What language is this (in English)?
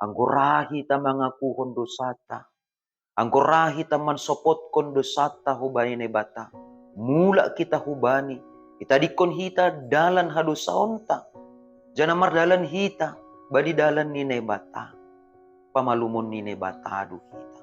Batak Simalungun